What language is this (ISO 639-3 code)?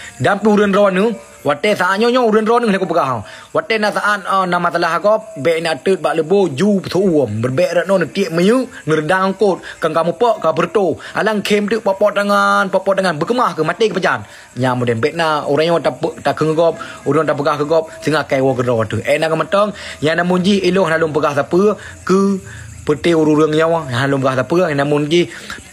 ace